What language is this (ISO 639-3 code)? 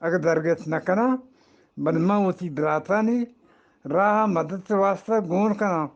bgp